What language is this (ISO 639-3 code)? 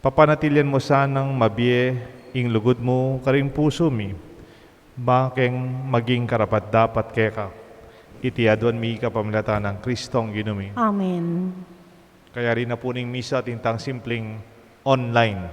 pam